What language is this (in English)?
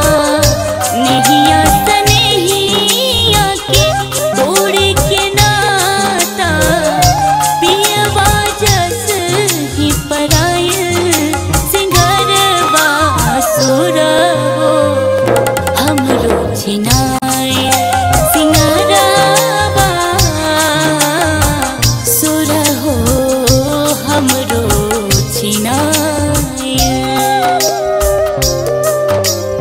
Bhojpuri